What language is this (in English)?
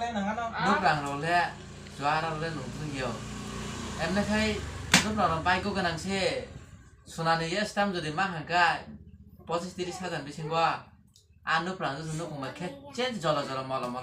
Kok Borok